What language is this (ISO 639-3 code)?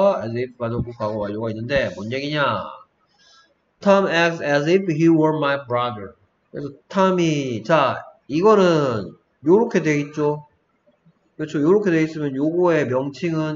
kor